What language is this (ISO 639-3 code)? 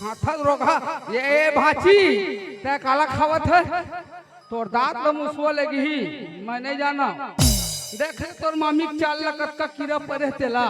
hne